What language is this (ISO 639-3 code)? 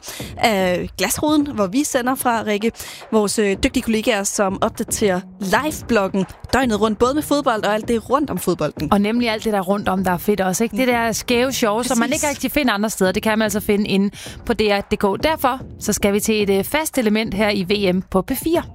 dan